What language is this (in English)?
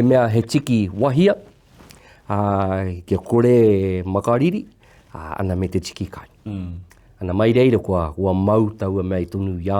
Māori